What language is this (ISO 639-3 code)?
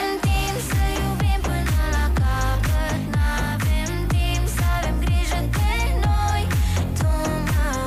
ron